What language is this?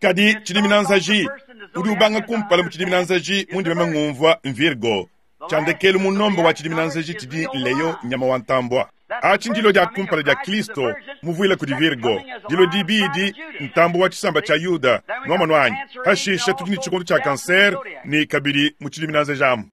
Luba-Lulua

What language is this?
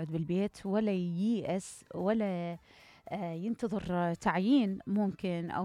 Mesopotamian Arabic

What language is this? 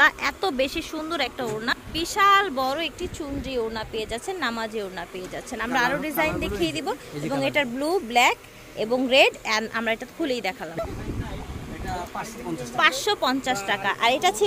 Bangla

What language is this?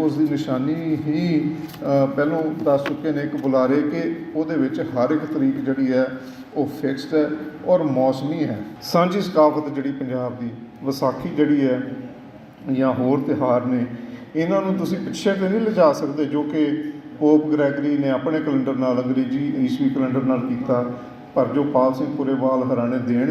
Western Panjabi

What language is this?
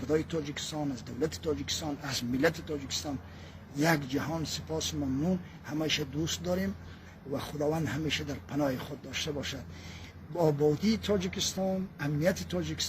Persian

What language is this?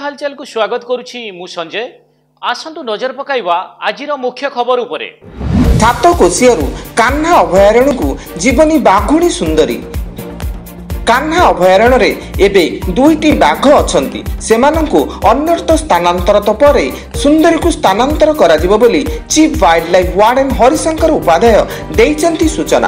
Odia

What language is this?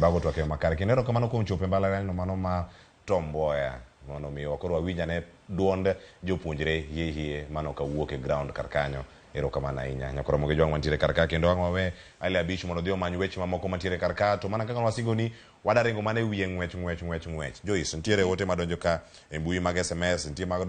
Luo (Kenya and Tanzania)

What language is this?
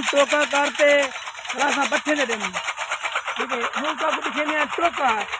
Saraiki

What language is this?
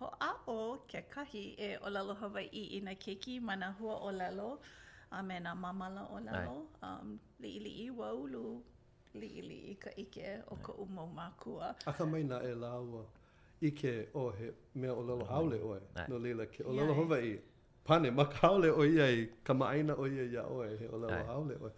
Hawaiian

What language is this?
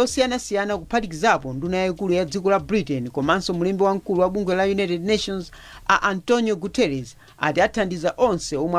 Nyanja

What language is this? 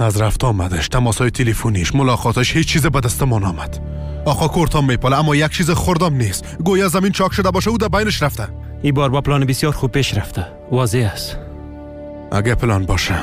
Persian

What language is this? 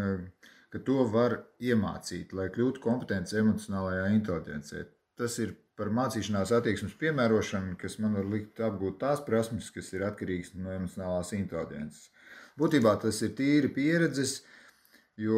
Latvian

